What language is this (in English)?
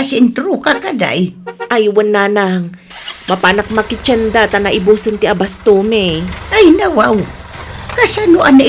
Iloko